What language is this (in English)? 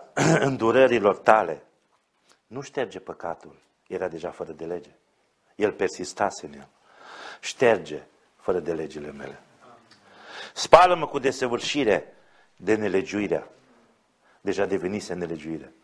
Romanian